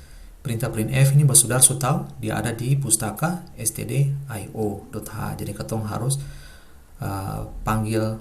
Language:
Ambonese Malay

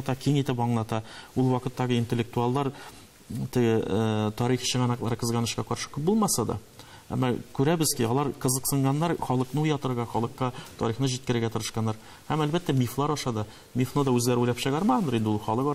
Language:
Tatar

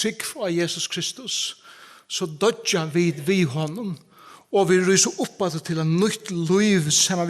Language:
Faroese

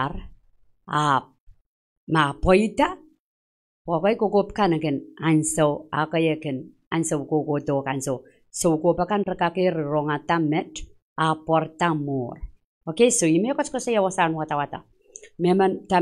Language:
Pohnpeian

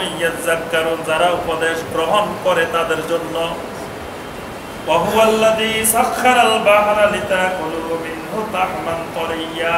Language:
Bangla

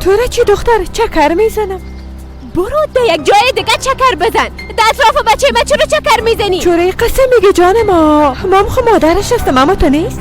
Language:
Persian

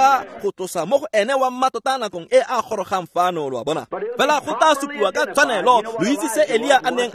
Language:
Tswana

